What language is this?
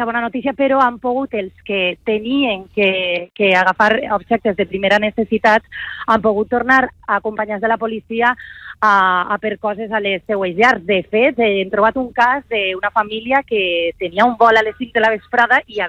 Catalan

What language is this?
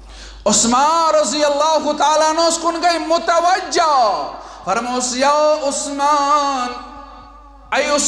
Kashmiri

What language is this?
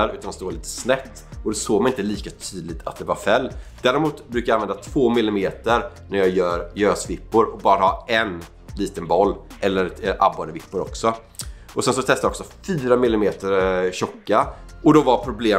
Swedish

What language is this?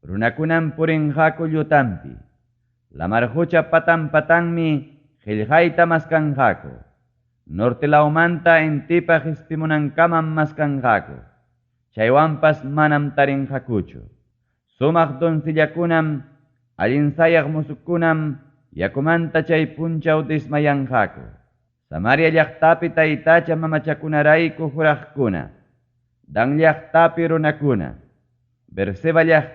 Ayacucho Quechua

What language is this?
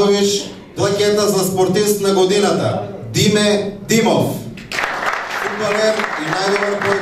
Macedonian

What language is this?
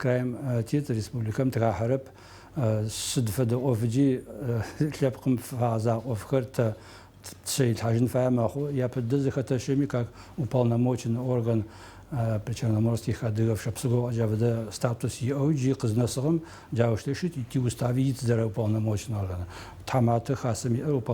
Adyghe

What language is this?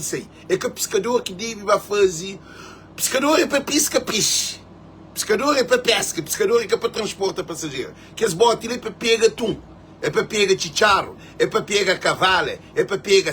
Kabuverdianu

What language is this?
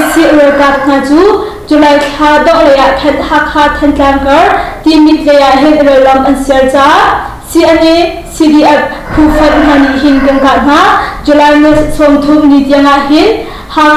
Hakha Chin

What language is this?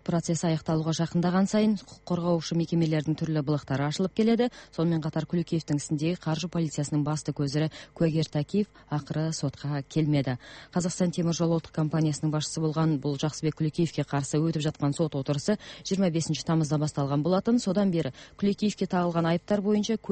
Kazakh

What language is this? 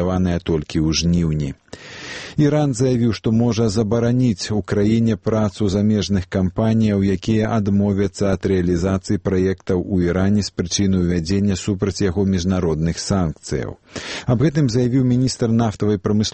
Belarusian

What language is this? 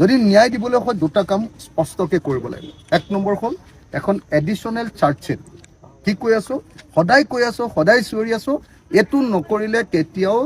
Assamese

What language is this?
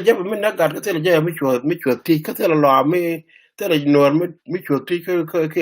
Nuer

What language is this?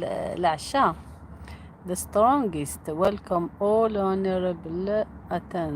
Algerian Arabic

